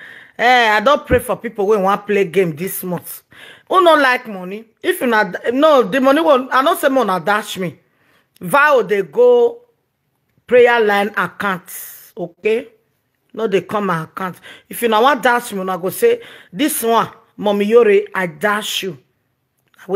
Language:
Nigerian Pidgin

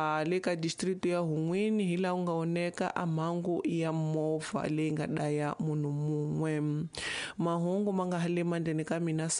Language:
Tsonga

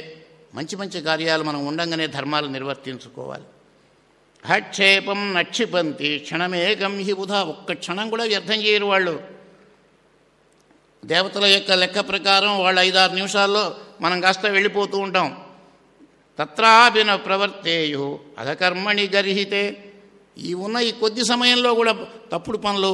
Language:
Telugu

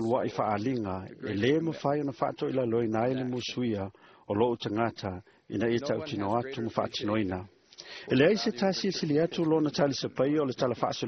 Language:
Samoan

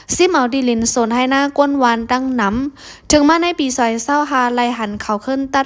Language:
Shan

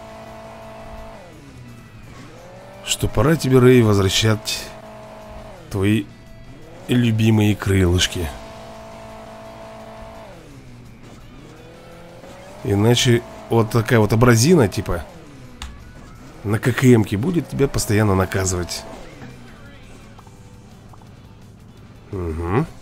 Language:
Russian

